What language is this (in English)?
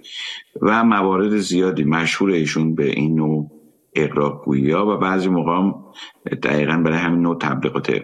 Persian